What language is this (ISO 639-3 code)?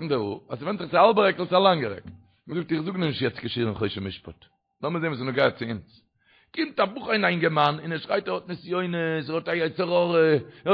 yid